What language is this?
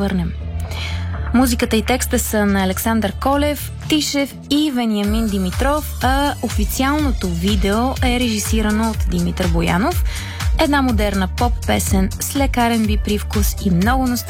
Bulgarian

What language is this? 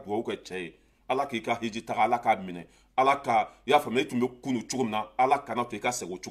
Bambara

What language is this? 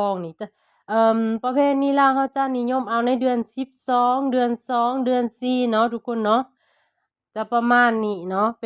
Lao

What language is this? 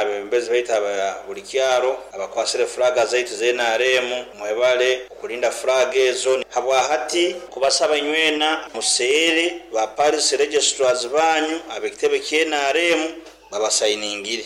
Nyoro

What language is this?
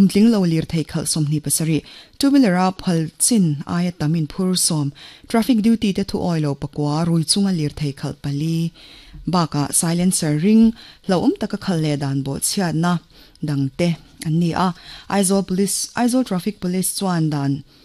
Mizo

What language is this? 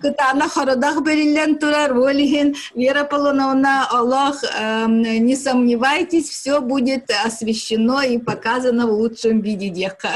Yakut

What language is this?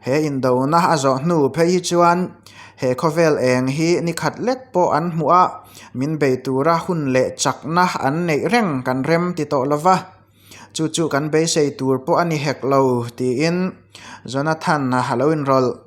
Mizo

